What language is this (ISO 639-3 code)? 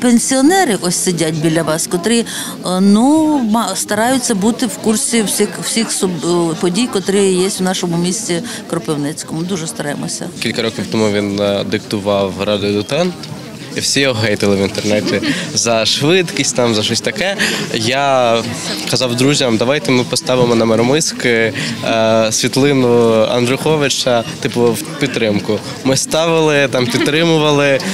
ukr